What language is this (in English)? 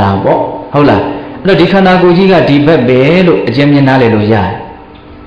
Burmese